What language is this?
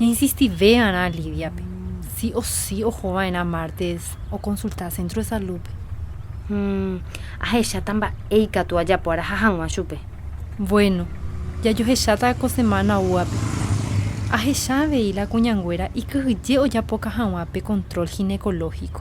Guarani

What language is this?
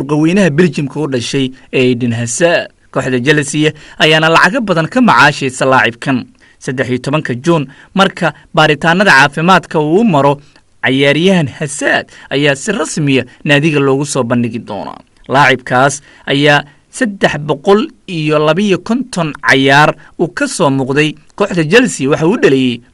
Somali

